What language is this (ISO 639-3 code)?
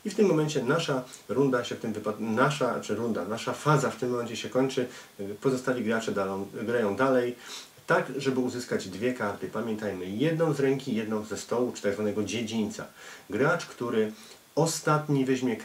pol